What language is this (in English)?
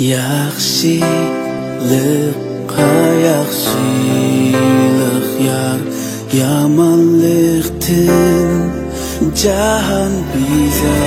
Uyghur